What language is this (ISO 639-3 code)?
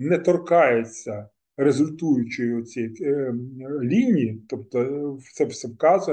ukr